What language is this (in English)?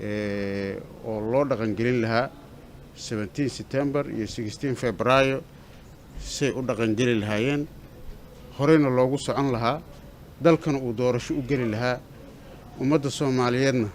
Somali